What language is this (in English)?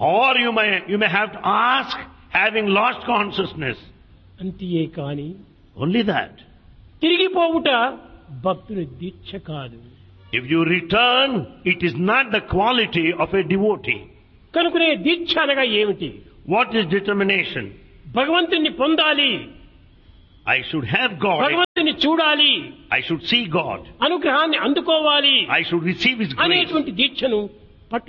Telugu